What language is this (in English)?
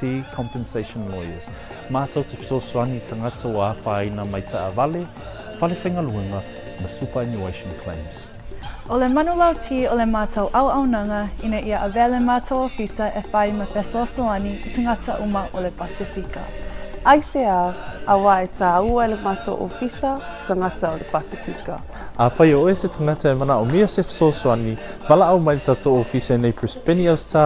Samoan